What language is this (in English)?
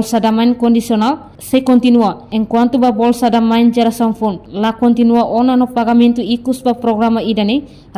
Tetum